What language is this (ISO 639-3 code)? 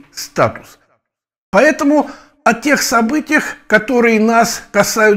rus